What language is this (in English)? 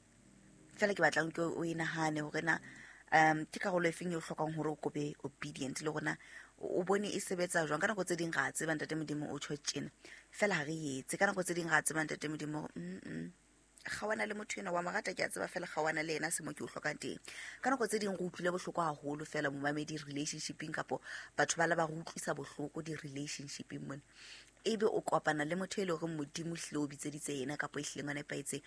Southern Sotho